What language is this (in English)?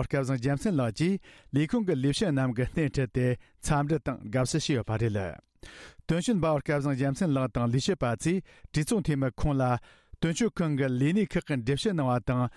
Tibetan